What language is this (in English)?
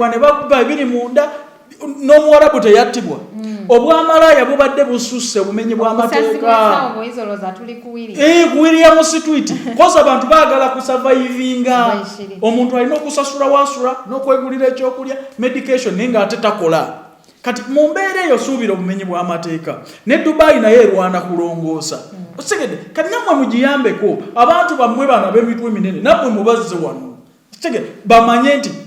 Ganda